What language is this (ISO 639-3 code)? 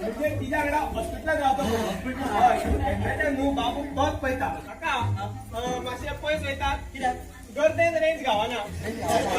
kok